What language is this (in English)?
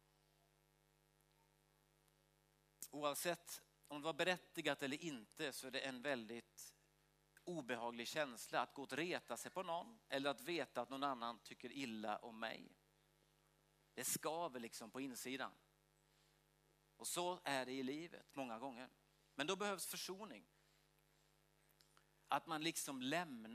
Swedish